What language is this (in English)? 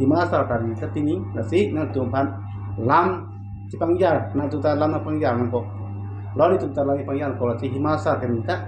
Karbi